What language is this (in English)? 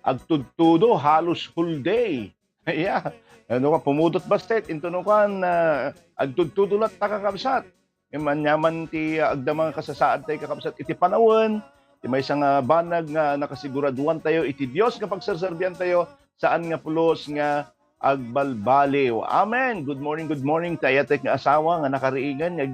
Iloko